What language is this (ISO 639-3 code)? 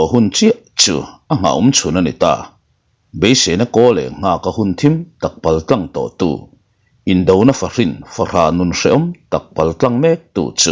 lus